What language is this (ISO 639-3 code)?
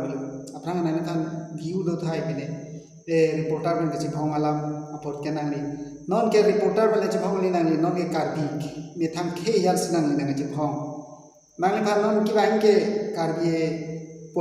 mjw